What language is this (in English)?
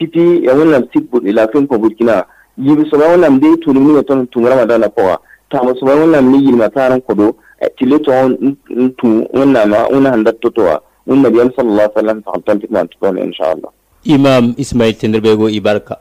Mossi